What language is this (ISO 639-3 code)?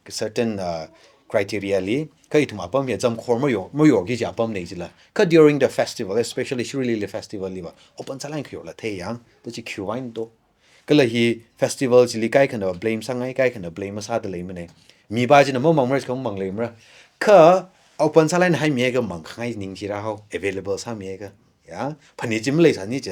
nmf